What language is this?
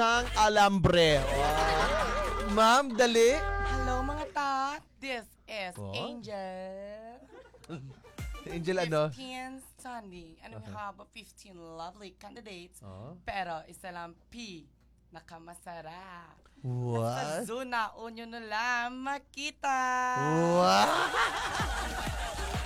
Filipino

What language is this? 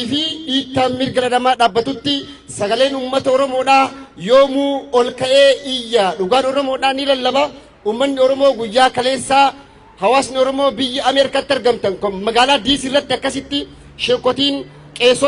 Oromo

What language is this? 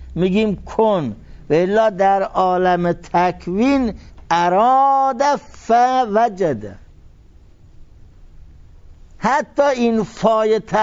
Persian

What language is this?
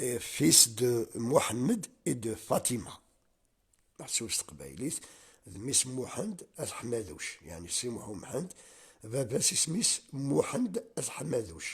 Kabyle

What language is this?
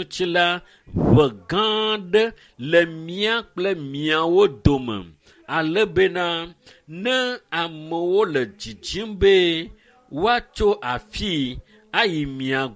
Ewe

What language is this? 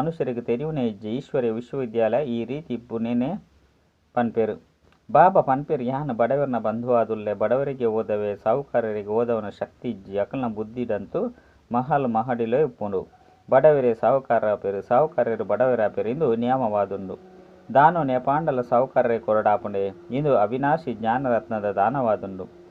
Tulu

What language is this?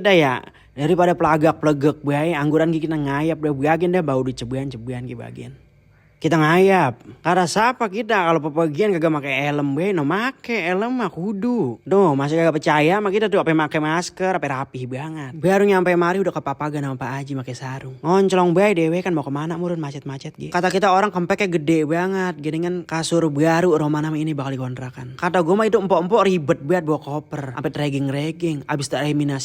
Betawi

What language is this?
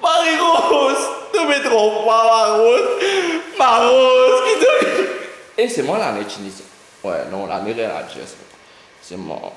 Morisyen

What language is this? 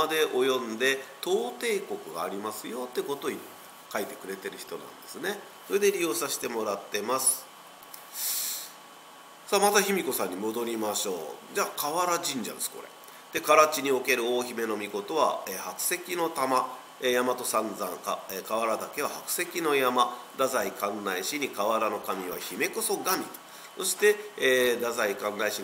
Japanese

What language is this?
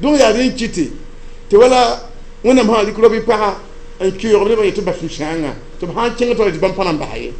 Mossi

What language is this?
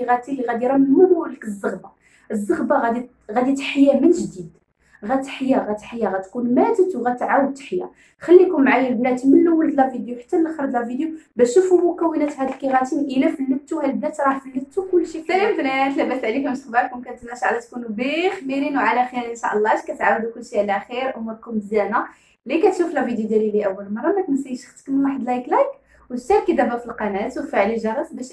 Moroccan Arabic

